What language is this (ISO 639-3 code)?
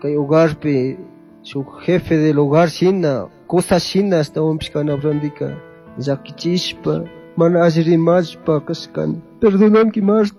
qug